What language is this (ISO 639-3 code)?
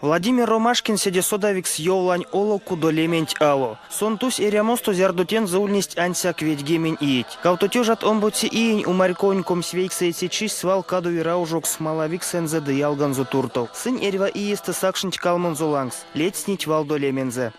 myv